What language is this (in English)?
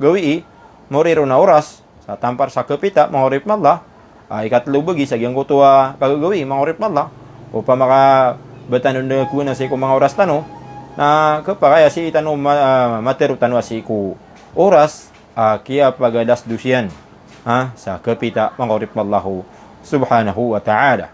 Maranao